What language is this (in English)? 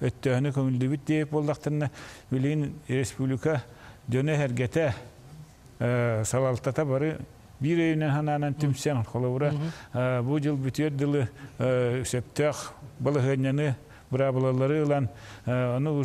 Yakut